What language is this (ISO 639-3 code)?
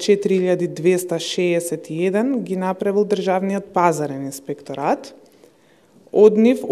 mkd